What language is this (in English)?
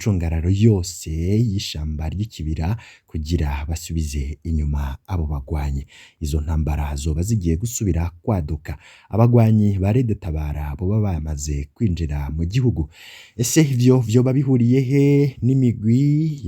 Rundi